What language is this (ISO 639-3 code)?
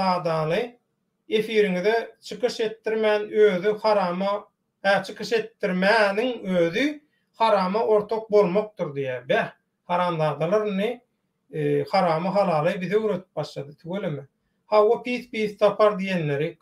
tuk